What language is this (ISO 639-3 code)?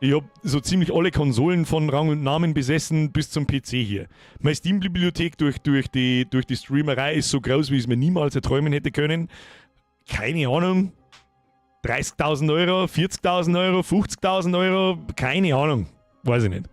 bar